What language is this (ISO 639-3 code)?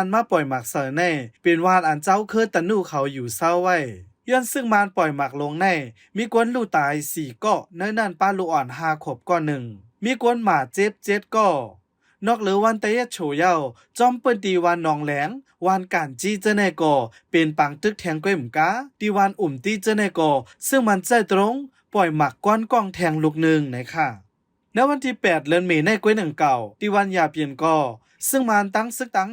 shn